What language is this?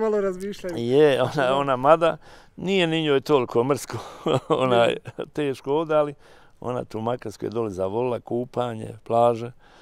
Bosnian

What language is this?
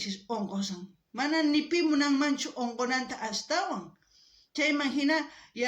South Bolivian Quechua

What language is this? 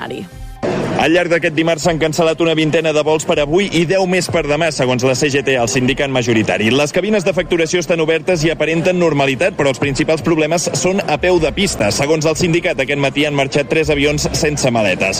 Catalan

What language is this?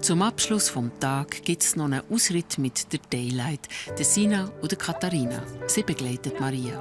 Swiss German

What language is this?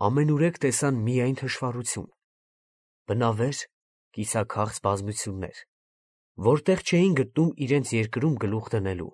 Armenian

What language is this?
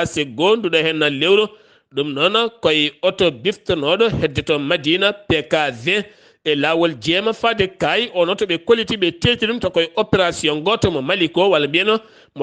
Fula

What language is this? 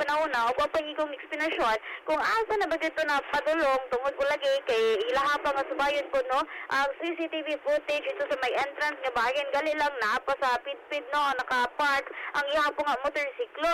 Cebuano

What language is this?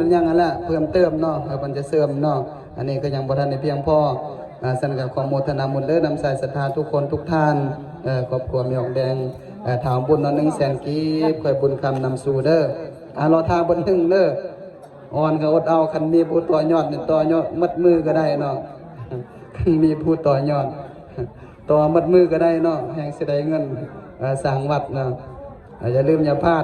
Lao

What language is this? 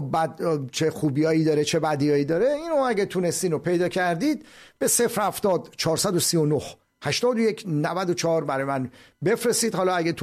Persian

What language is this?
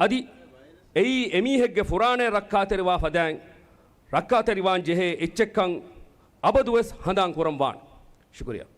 Divehi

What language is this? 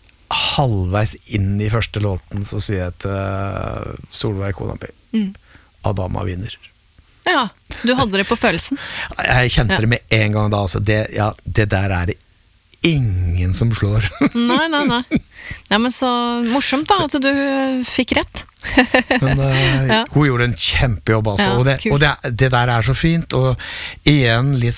Norwegian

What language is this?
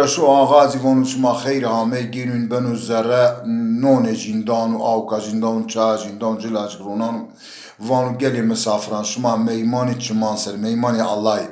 Zaza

